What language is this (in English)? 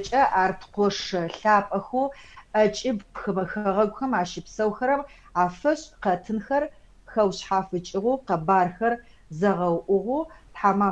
Adyghe